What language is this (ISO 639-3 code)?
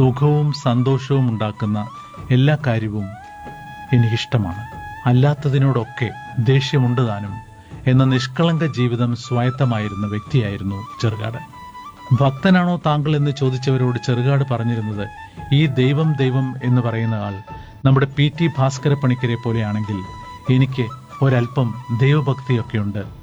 mal